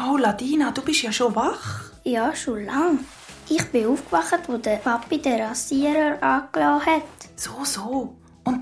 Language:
Swiss German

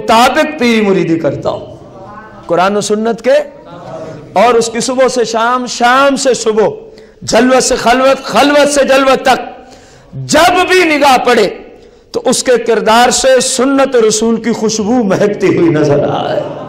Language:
Urdu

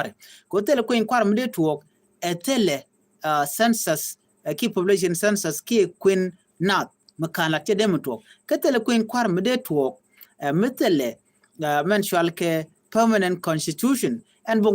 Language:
Nuer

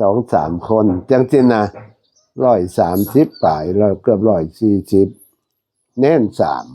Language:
Northeastern Thai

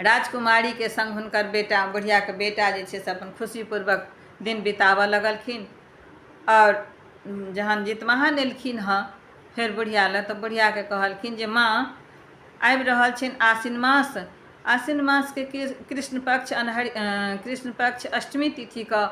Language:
Maithili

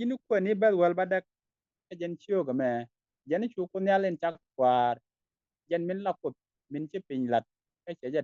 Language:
Nuer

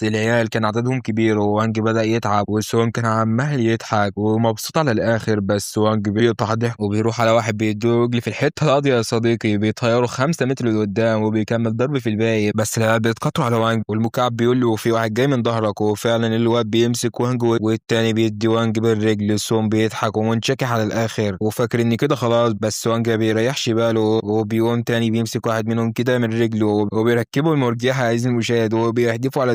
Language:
Egyptian Arabic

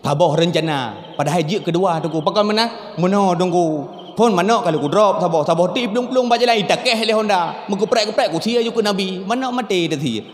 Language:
Achinese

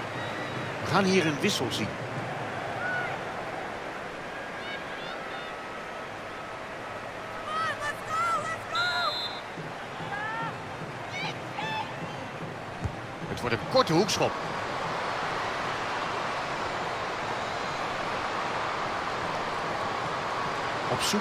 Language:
Dutch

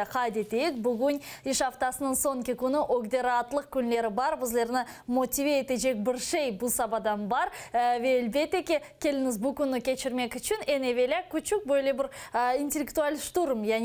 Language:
Crimean Tatar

